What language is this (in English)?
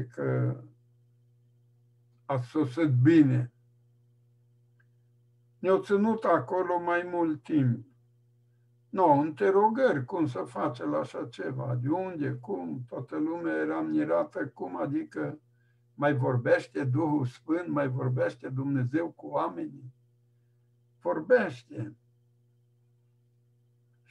Romanian